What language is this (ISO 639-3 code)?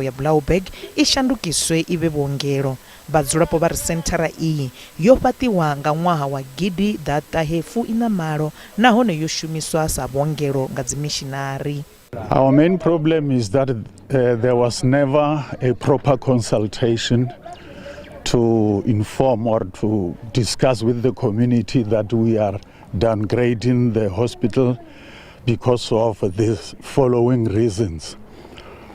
ven